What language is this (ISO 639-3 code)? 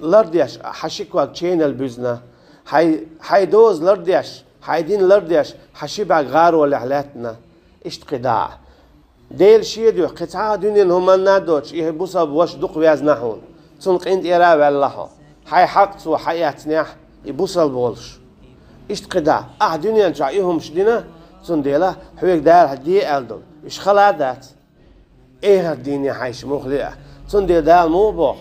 che